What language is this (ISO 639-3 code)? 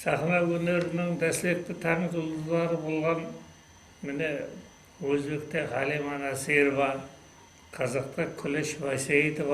kaa